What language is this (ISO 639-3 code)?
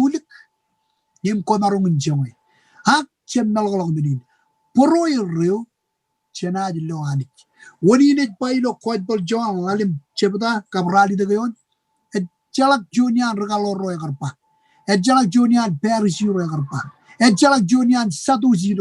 mah